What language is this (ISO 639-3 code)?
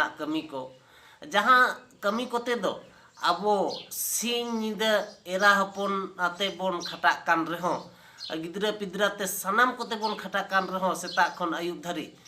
sat